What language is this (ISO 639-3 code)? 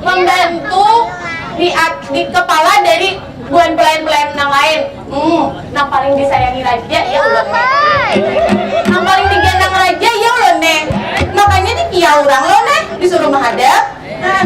bjn